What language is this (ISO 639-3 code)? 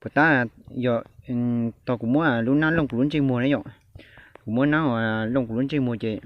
hmn